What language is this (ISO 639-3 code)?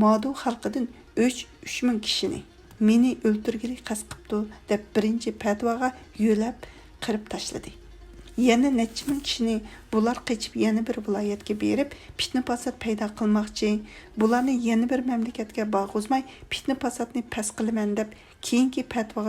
uig